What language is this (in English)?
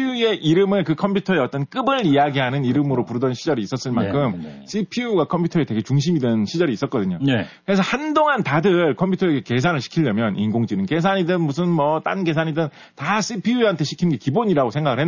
Korean